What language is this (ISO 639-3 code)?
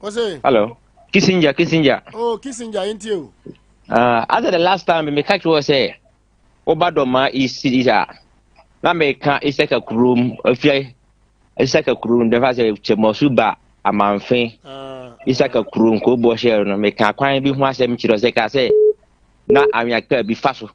aka